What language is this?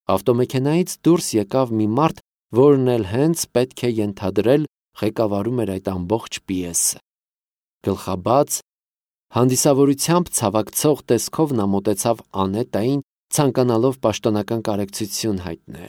Armenian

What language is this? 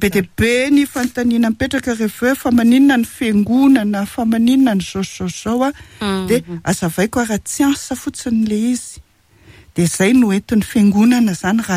Malagasy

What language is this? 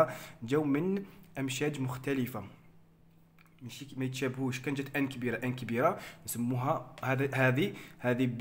Algerian Arabic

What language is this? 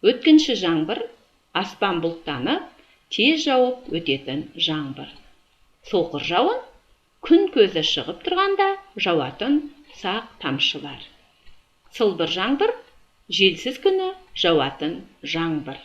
Kazakh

